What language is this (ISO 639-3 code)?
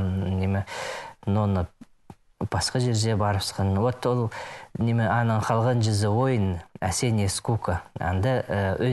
kjh